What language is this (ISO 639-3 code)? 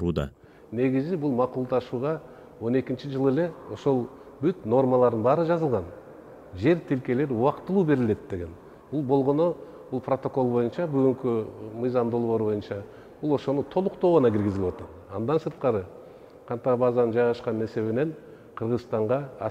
kir